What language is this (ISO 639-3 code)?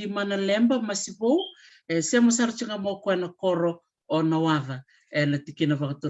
fij